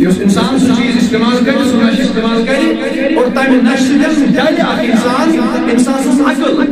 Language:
Kashmiri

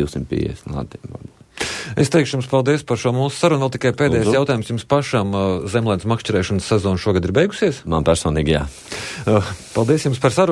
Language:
Latvian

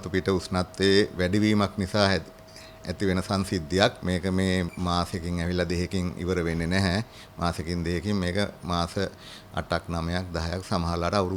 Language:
Sinhala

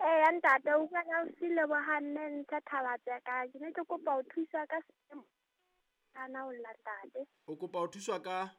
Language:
Southern Sotho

